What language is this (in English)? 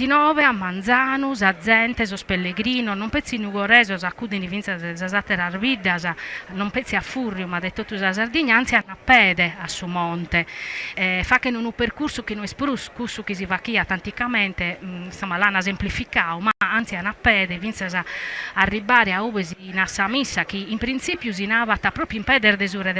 Sardinian